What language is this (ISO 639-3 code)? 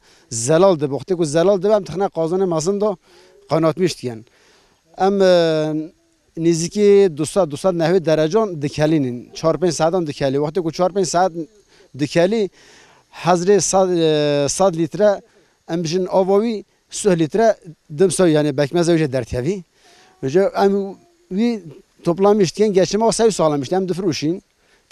kur